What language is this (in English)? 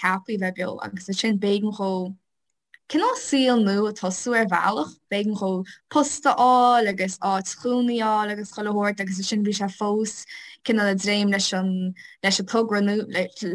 Irish